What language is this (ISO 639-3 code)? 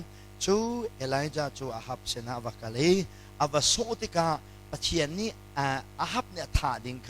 cnh